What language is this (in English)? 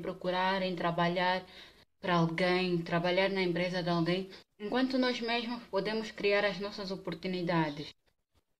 Portuguese